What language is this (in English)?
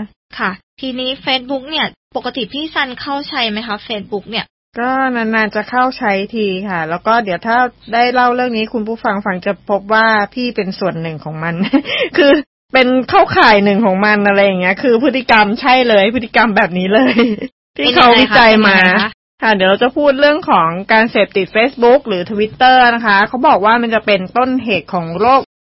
Thai